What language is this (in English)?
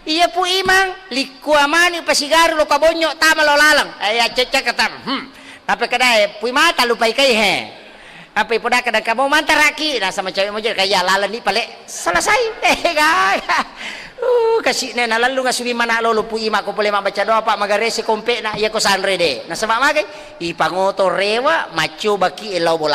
Buginese